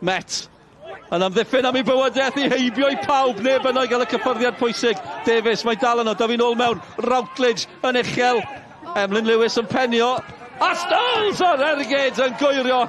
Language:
Welsh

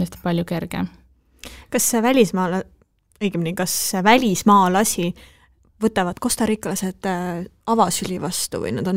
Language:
Estonian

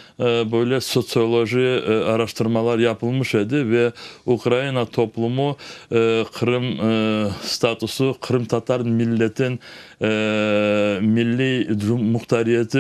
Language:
Crimean Tatar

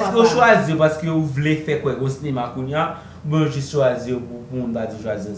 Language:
Haitian Creole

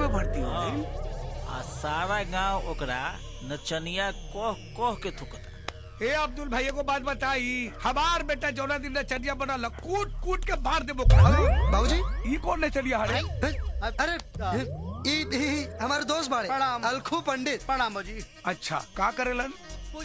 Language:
Bhojpuri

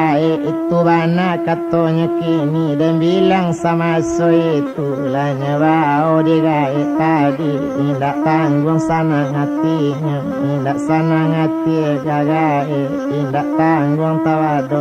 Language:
Minangkabau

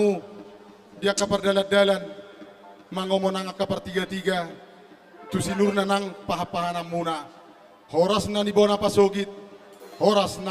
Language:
Batak Toba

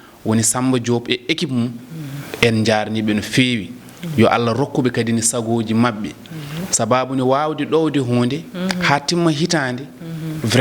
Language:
Fula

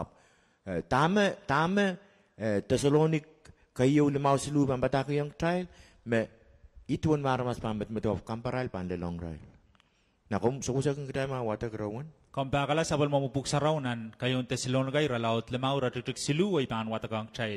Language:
Pohnpeian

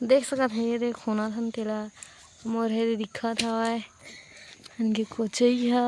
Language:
Chhattisgarhi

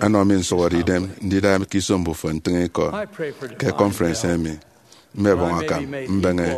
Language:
Efik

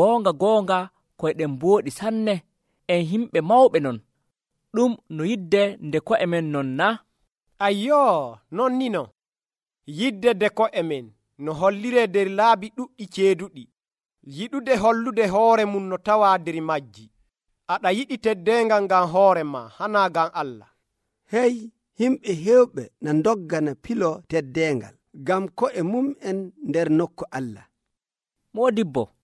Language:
Nigerian Fulfulde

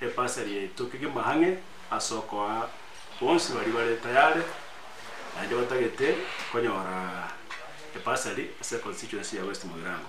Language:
Gusii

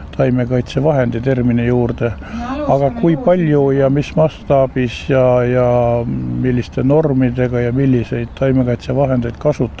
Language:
Estonian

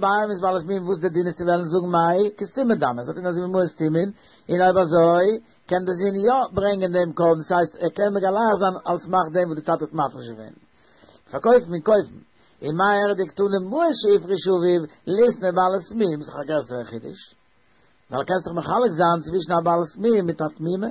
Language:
Yiddish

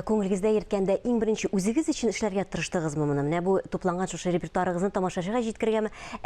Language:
Tatar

